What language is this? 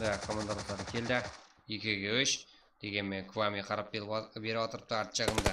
Kara-Kalpak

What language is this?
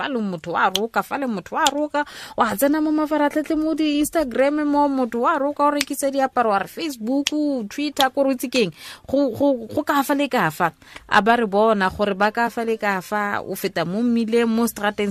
Tswana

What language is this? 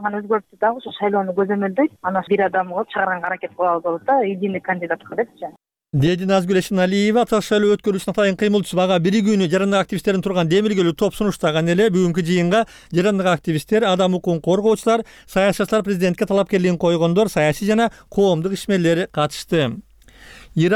Kyrgyz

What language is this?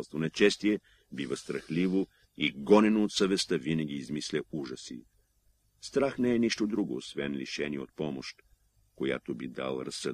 Bulgarian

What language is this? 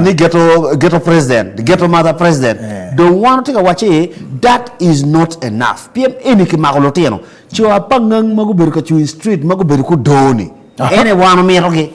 Acoli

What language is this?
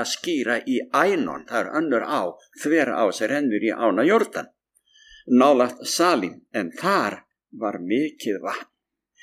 Icelandic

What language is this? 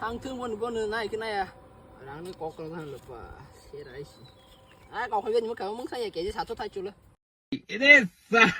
Kok Borok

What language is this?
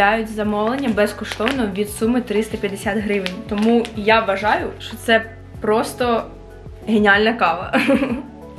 Ukrainian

